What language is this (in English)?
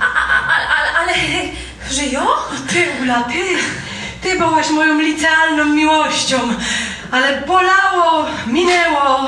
Silesian